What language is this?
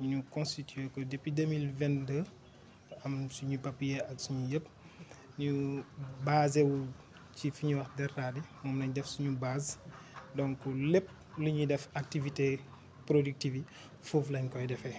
Wolof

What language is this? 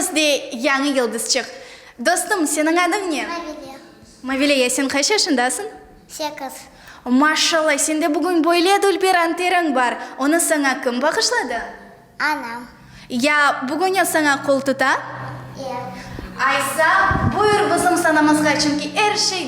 Crimean Tatar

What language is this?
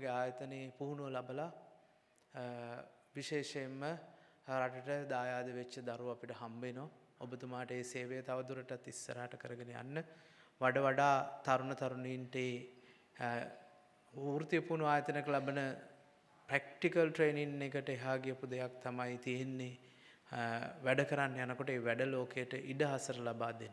Sinhala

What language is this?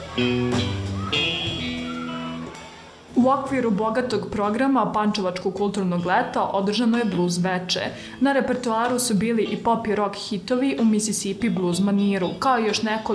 Serbian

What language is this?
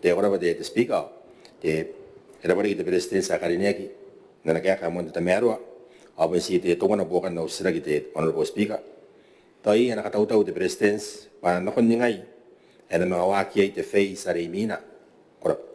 Gilbertese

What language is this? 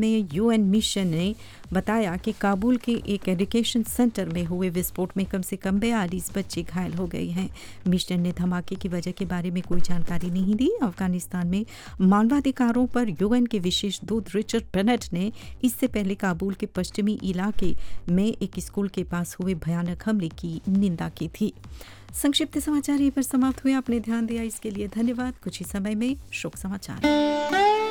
Hindi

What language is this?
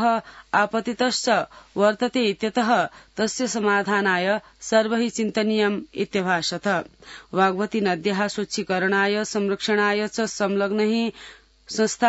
Sanskrit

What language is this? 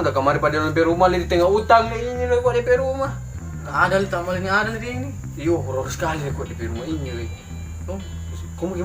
Manado Malay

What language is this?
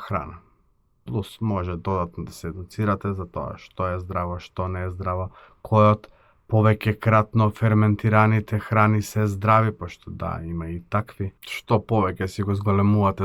Macedonian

